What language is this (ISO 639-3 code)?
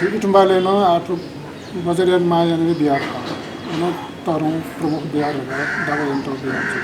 new